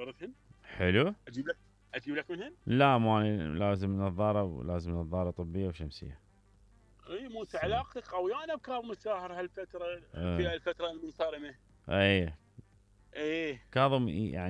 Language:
Mesopotamian Arabic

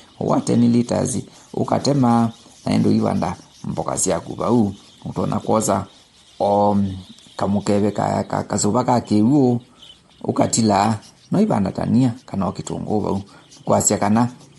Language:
Kamba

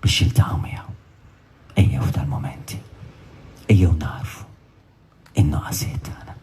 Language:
Maltese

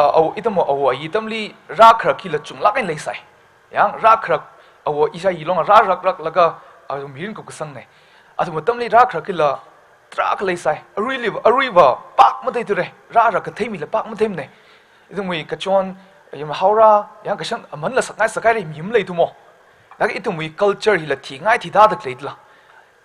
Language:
Tangkhul Naga (India)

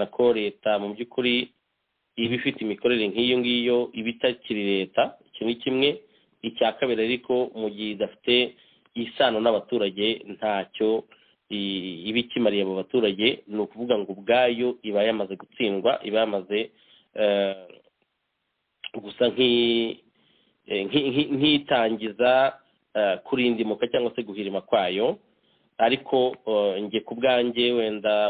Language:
Kinyarwanda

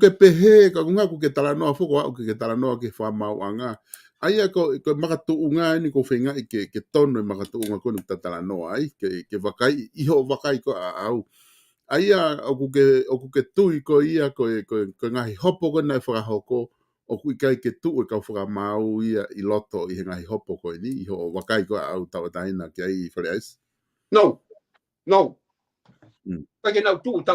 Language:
Tongan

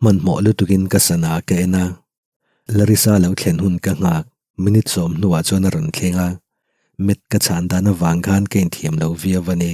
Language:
Mizo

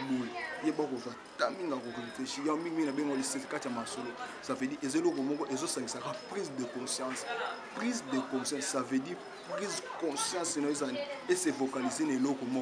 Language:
Lingala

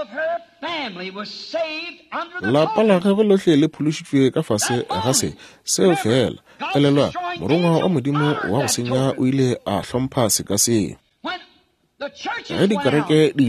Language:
Northern Sotho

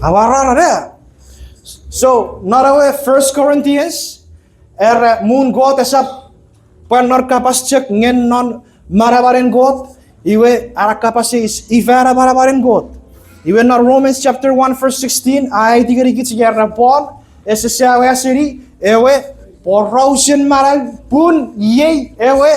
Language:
Chuukese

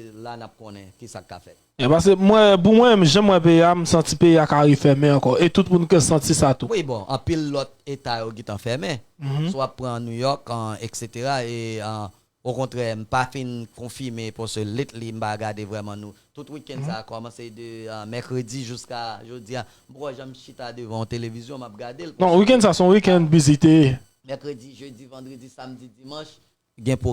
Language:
Haitian Creole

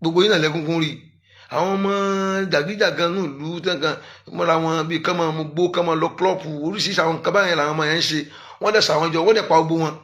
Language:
Yoruba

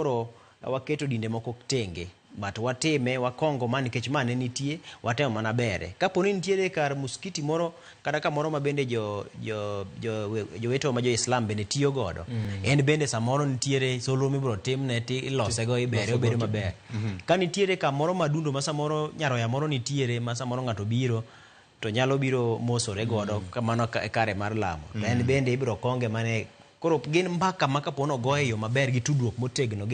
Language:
Luo (Kenya and Tanzania)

